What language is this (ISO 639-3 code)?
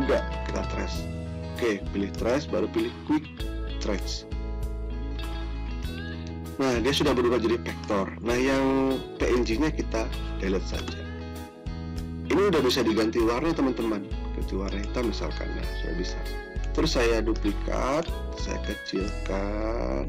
ind